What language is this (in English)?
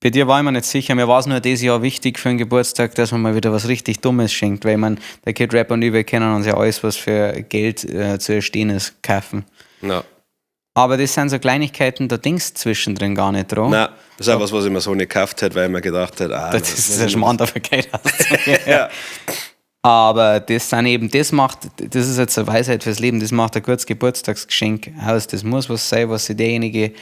Bavarian